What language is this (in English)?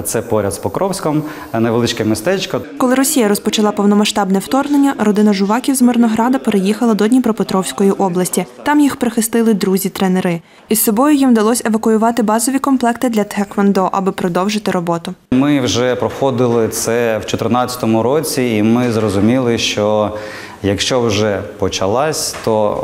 Ukrainian